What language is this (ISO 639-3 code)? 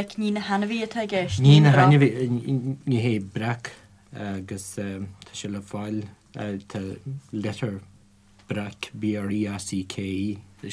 gle